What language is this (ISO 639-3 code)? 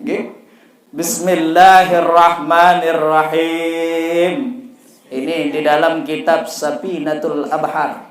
sas